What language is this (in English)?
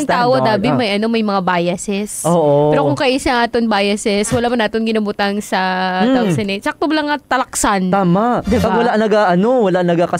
Hiligaynon